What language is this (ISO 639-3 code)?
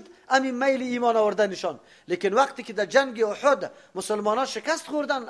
fas